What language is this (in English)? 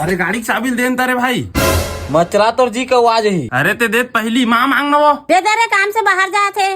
Chhattisgarhi